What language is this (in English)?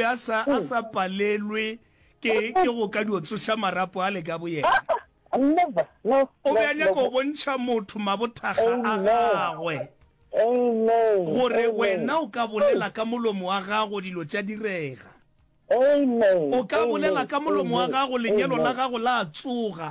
Northern Sotho